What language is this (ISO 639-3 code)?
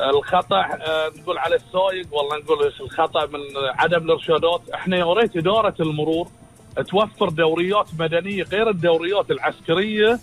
afb